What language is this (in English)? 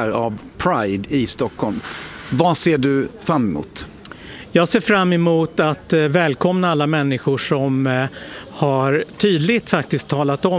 Swedish